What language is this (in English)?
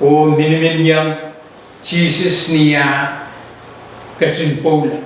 Pohnpeian